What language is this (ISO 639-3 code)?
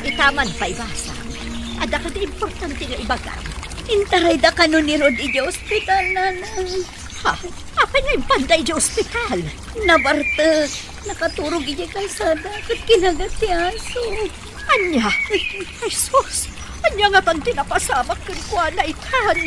ilo